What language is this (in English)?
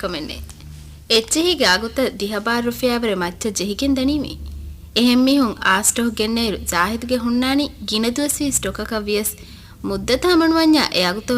Divehi